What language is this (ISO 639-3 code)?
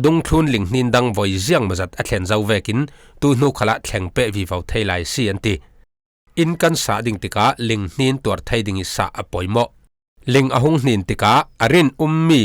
cfm